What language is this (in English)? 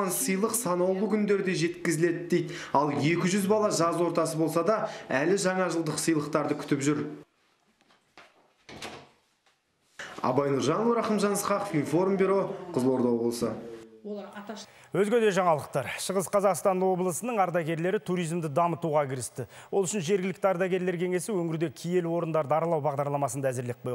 Kazakh